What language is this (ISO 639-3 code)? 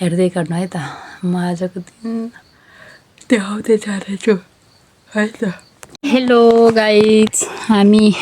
nep